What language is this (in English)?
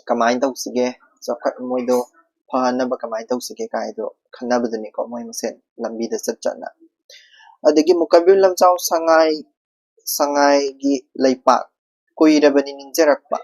Manipuri